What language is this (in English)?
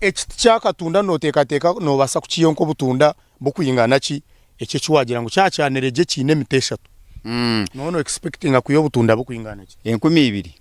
Nyankole